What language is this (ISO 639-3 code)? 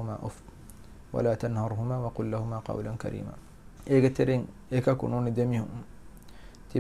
div